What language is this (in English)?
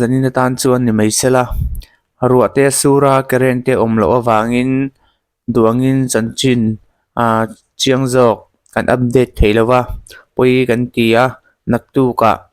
Mizo